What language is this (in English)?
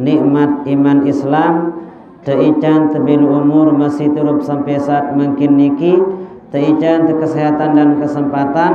Sasak